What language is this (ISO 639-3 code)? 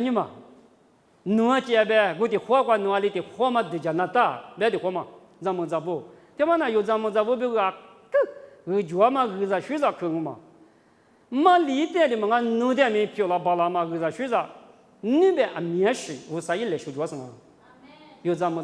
lis